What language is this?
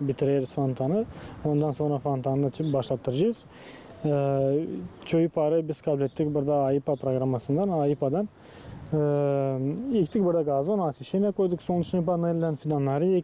Gagauz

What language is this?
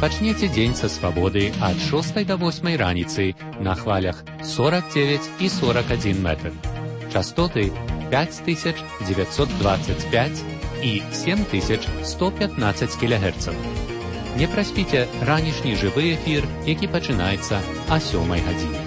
Belarusian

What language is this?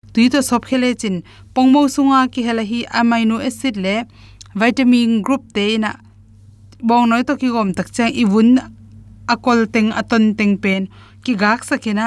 Tedim Chin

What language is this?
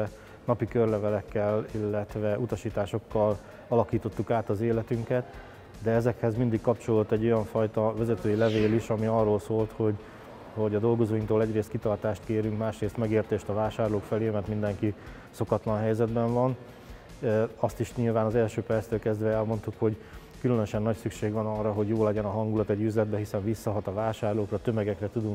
Hungarian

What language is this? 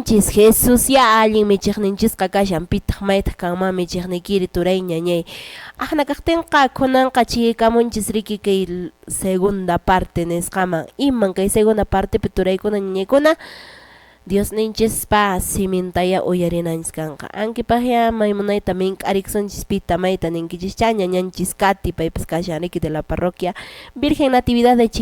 Quechua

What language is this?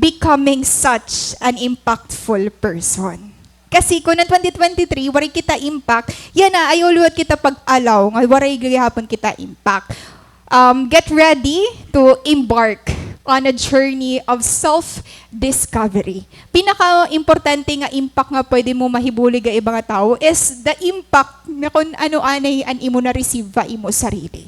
Waray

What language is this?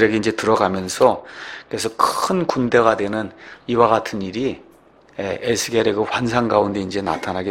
Korean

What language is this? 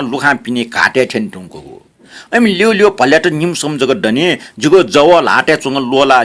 Newari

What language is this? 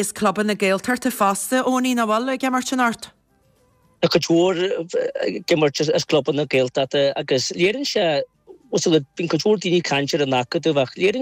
Irish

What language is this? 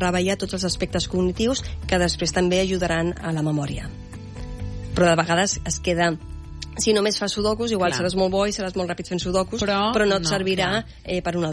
Catalan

